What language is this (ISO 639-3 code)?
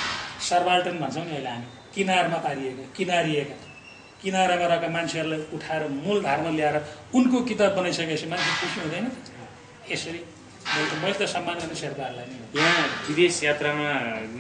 nep